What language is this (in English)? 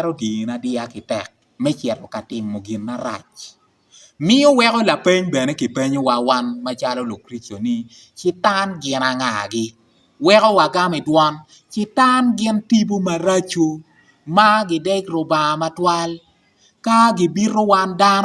Acoli